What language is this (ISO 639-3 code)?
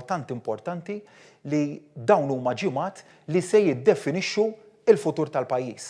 mlt